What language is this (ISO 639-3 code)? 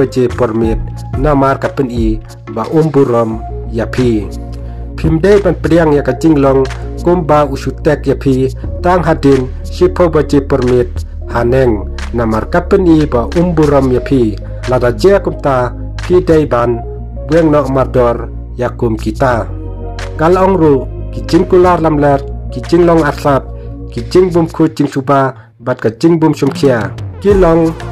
kha